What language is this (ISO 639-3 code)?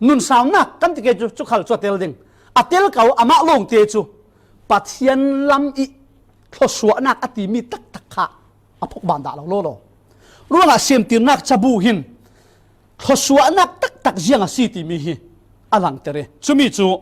cfm